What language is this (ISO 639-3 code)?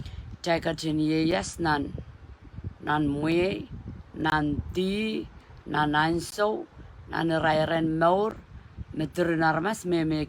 pon